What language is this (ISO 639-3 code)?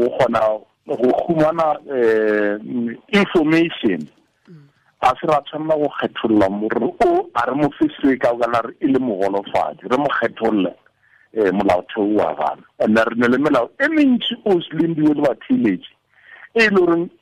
tsn